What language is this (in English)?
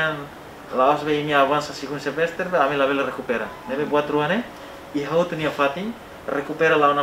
Tetum